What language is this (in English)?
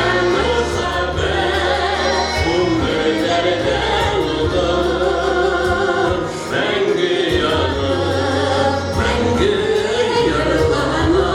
Bashkir